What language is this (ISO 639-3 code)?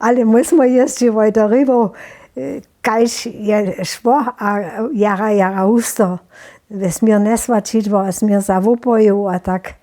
hsb